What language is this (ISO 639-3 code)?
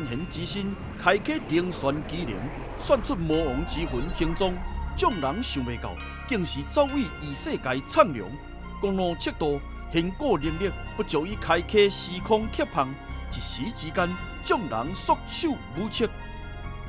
nan